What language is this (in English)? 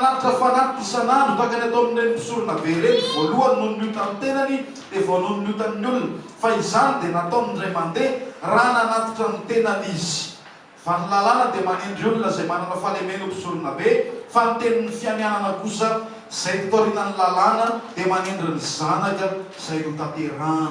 Malagasy